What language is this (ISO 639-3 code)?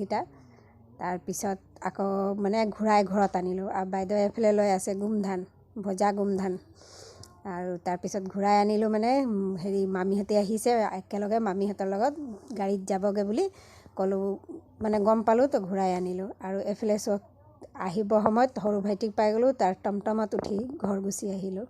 asm